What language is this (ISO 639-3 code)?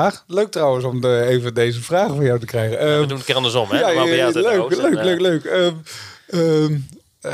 nld